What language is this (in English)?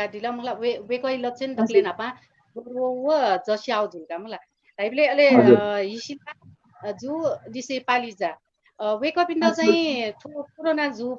Newari